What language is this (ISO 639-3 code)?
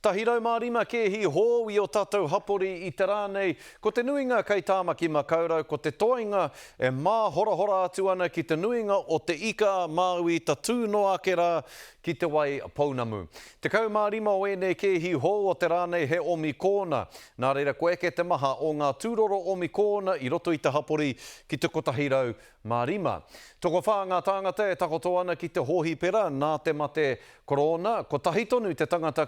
mri